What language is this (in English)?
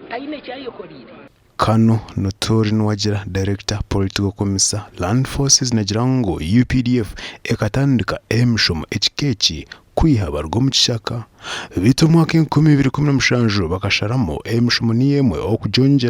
Nyankole